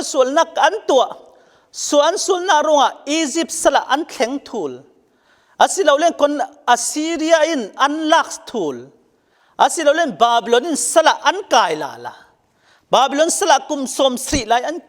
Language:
Falam Chin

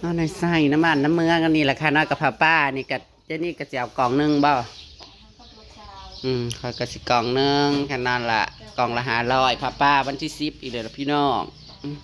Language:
Northeastern Thai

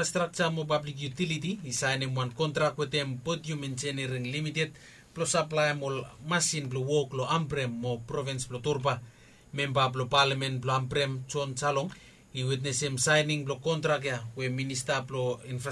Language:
Bislama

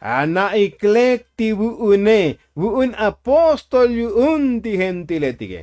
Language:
Tzotzil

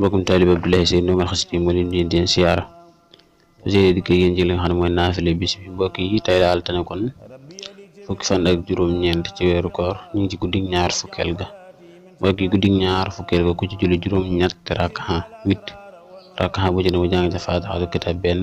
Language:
Wolof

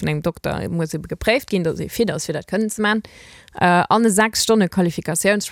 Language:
Luxembourgish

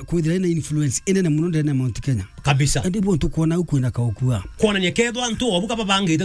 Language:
Meru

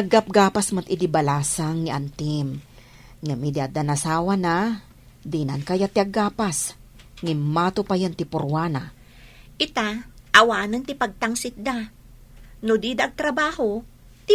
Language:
Iloko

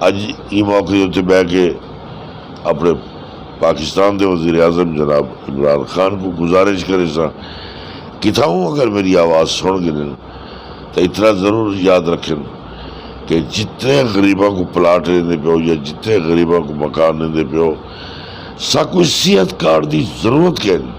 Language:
Saraiki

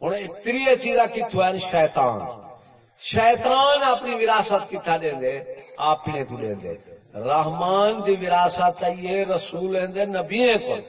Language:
Saraiki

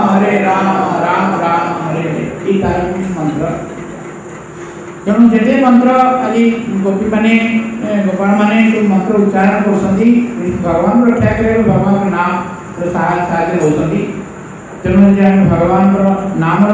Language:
Odia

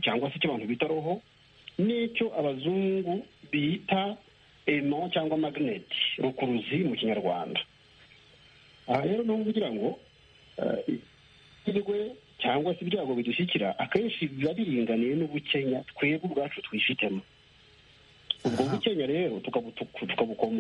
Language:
Kinyarwanda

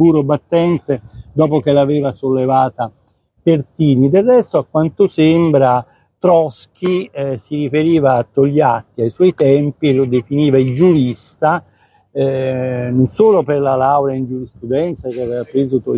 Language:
Italian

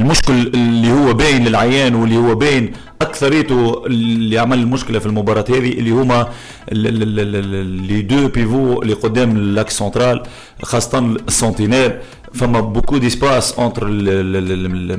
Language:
Tunisian Arabic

